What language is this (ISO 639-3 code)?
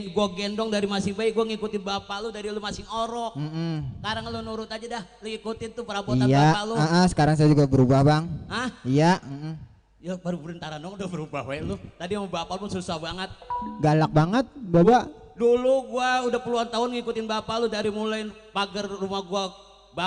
bew